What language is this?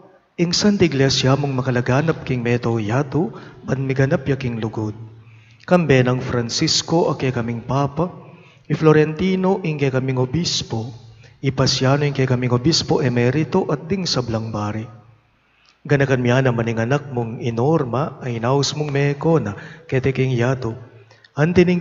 Pampanga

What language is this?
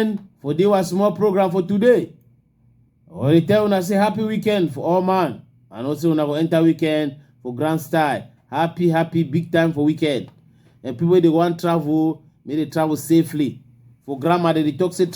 Cameroon Pidgin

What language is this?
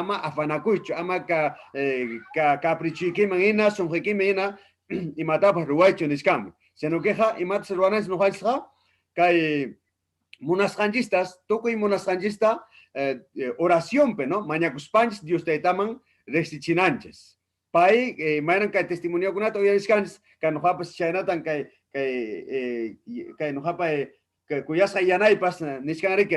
Ayacucho Quechua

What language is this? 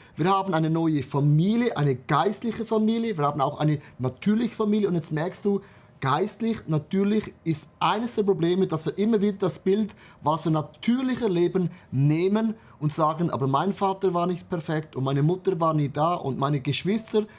Swiss German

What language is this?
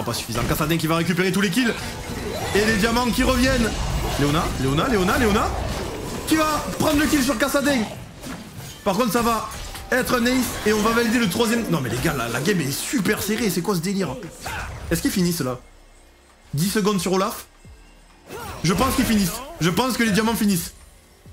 French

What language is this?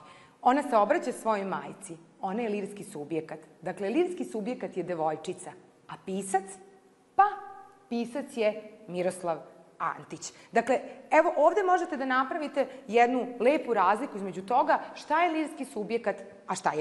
Serbian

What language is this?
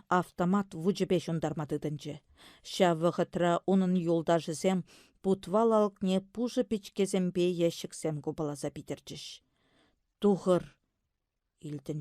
Chuvash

